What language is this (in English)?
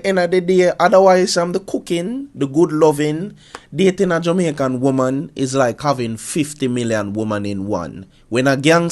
Jamaican Creole English